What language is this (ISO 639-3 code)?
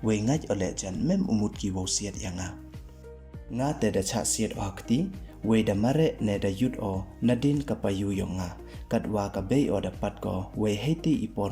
pbv